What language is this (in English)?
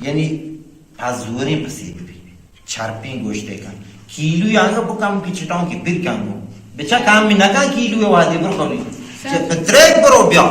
Baluchi